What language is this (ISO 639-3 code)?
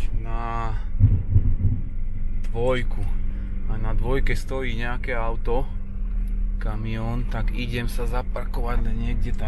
slk